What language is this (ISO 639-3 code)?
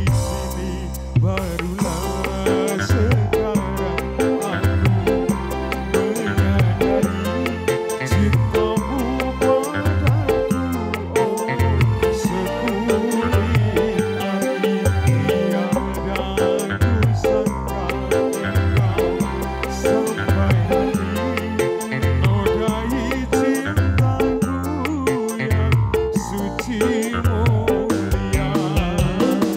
ind